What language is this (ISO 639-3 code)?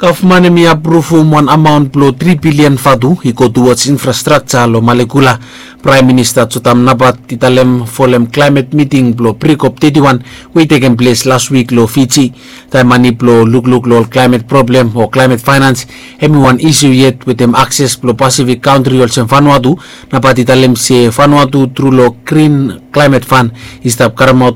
bis